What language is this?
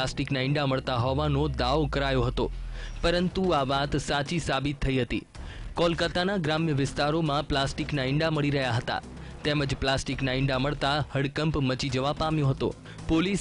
Gujarati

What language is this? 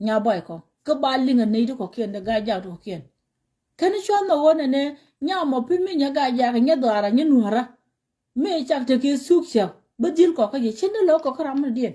Nuer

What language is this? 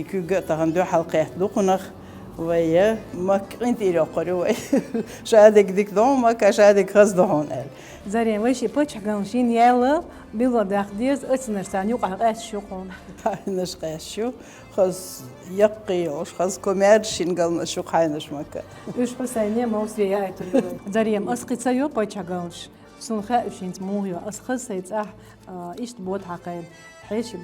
Chechen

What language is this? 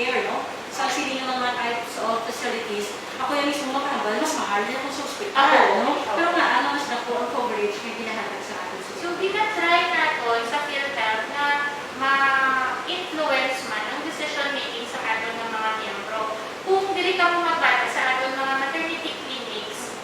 Hiligaynon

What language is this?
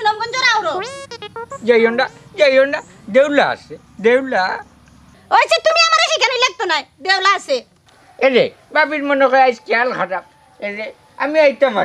Sylheti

